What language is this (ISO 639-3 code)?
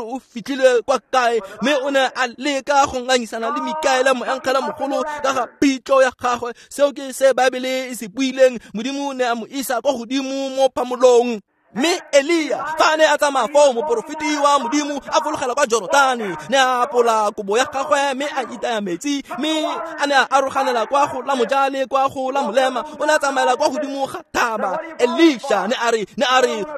tsn